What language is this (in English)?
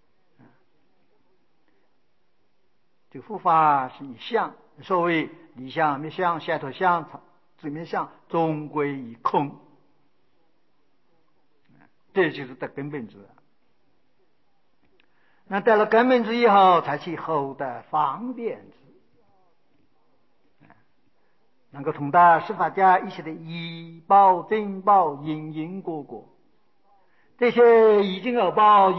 Chinese